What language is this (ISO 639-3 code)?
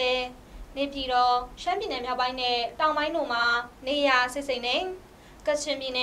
mya